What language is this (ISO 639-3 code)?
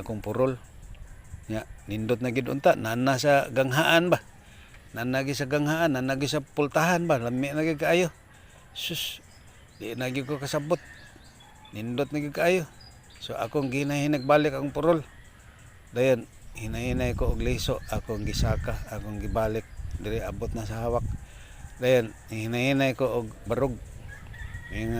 ceb